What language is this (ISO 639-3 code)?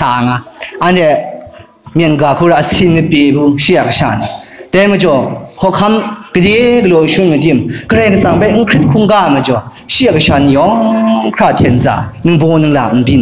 kac